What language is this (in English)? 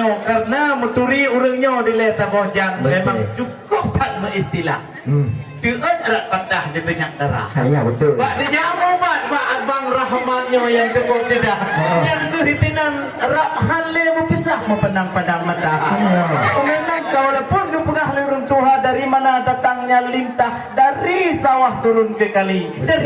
Achinese